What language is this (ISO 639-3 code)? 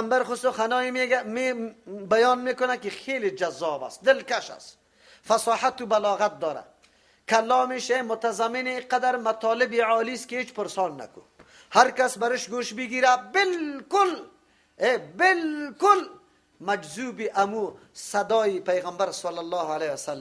fas